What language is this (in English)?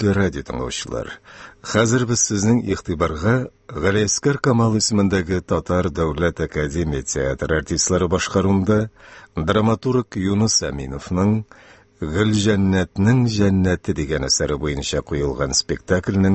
Tatar